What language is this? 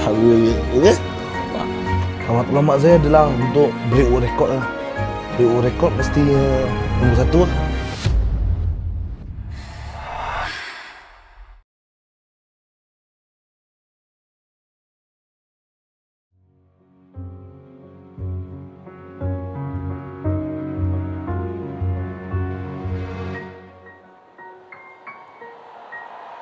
Malay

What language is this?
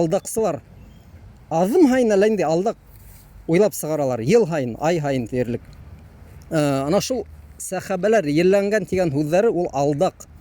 Bashkir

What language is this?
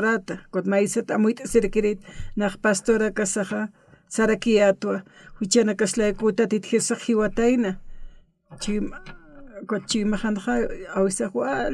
Aymara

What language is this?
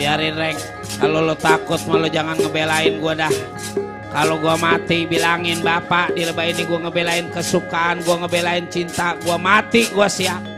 Betawi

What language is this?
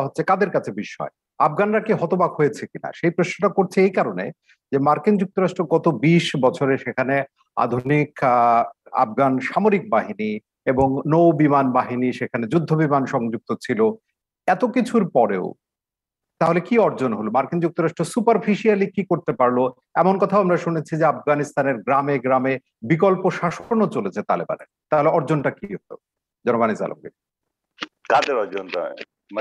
Bangla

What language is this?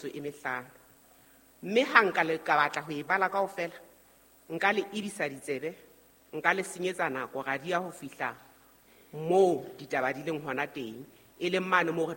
Southern Sotho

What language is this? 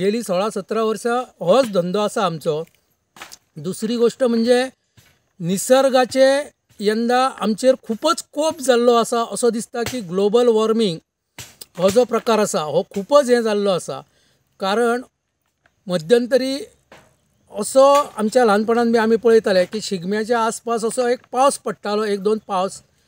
Konkani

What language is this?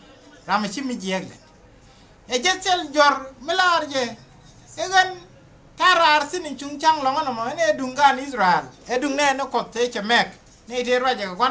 Nuer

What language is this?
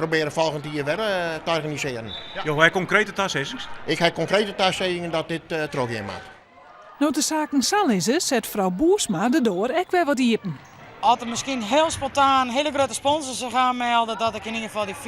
Western Frisian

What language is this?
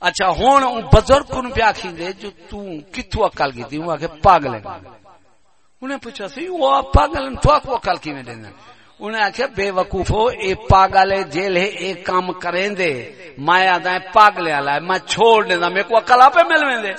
Saraiki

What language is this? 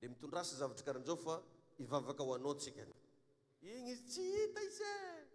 Malagasy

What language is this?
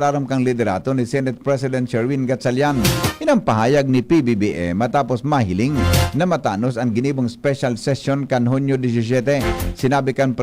Bikol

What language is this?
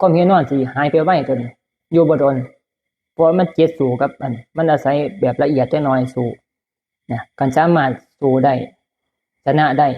Northeastern Thai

